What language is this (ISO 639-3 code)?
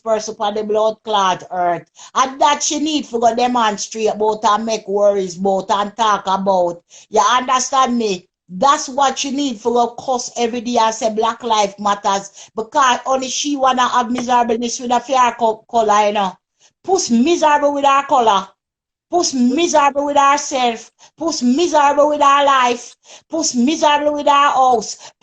jam